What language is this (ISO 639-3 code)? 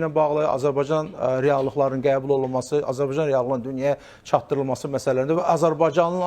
aze